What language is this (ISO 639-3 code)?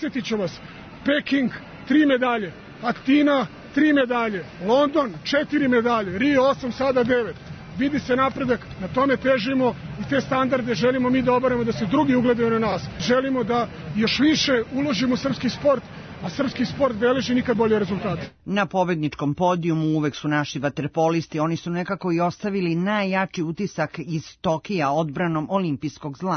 srp